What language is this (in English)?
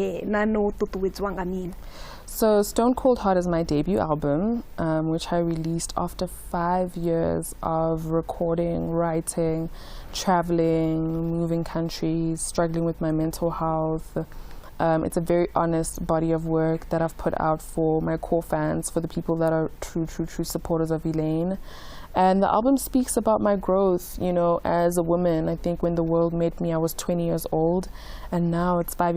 Venda